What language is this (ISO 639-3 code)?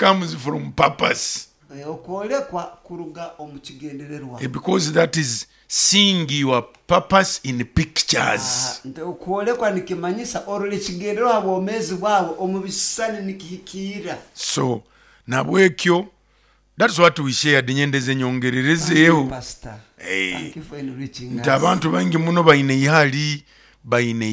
nyo